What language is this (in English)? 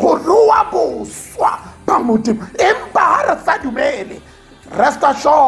Tswana